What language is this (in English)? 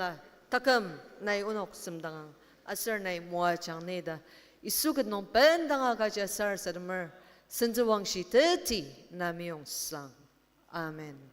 Ao Naga